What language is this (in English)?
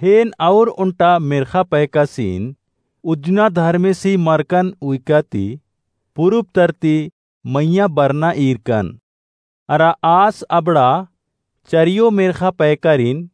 Kurukh